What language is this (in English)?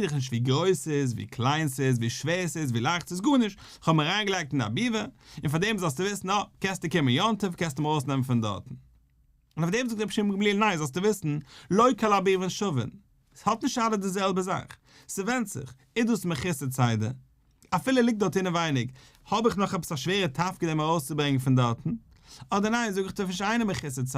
Yiddish